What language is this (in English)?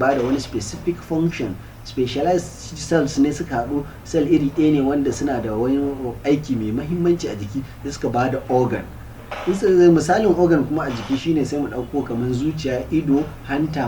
Hausa